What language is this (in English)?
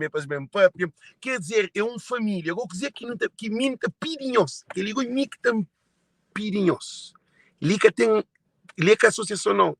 Kabuverdianu